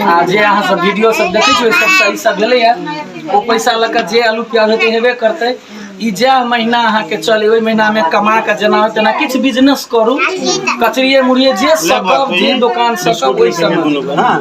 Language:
Maithili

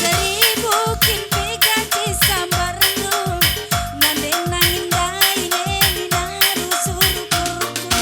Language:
Batak Karo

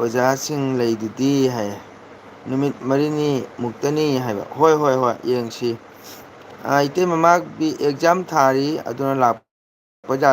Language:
Manipuri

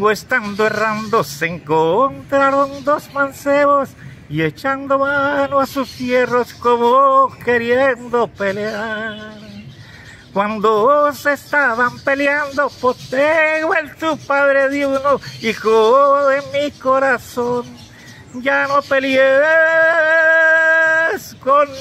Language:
Spanish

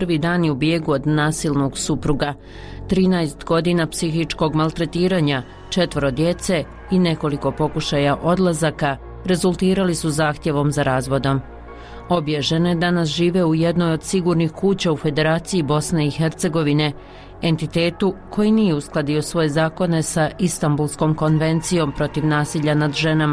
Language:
Bosnian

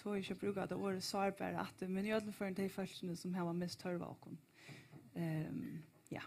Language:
Faroese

